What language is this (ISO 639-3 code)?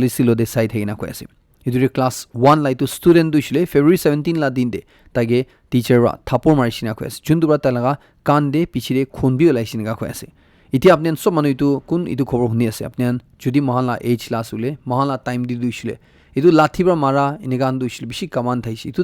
nag